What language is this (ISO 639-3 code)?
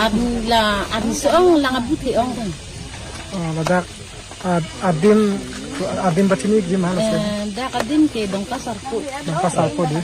mjw